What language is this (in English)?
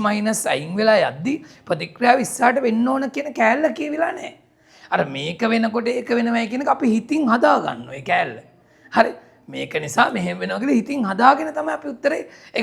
Sinhala